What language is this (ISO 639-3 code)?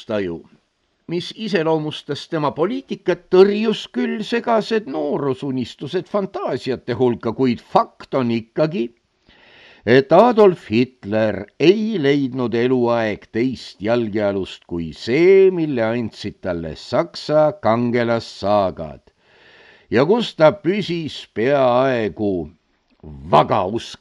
est